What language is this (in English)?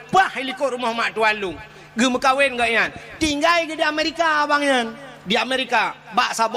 Achinese